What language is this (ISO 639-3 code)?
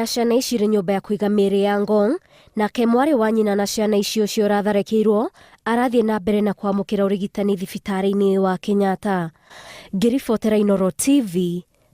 kik